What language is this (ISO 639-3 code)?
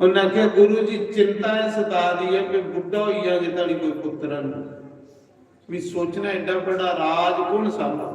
doi